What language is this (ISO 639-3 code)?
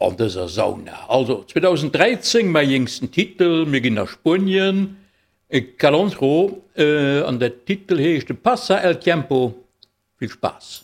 ltz